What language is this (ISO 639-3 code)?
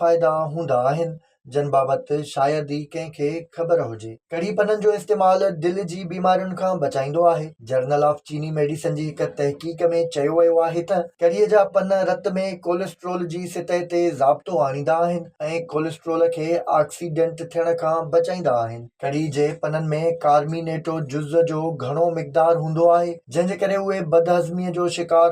snd